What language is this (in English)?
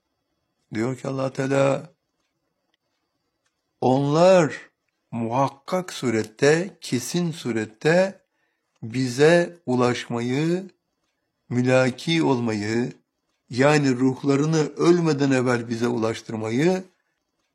Turkish